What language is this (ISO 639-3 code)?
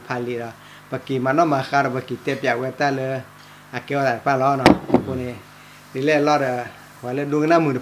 ksw